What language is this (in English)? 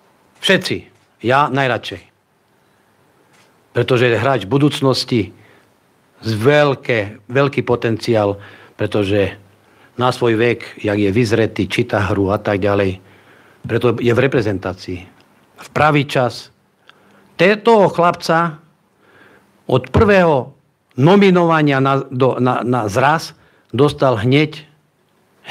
Slovak